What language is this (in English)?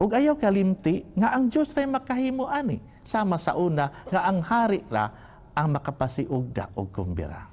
Cebuano